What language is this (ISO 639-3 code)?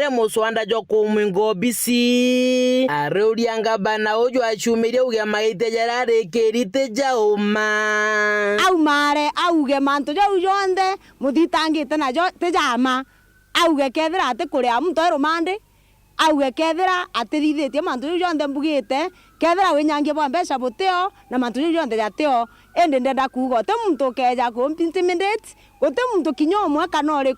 mer